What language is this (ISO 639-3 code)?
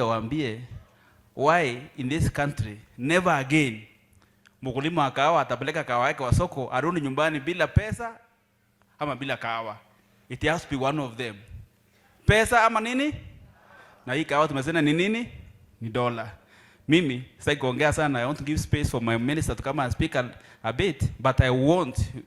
swa